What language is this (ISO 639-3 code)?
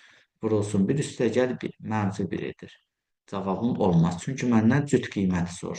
aze